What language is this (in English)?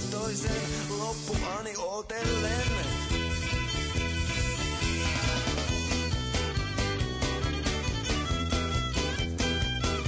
Finnish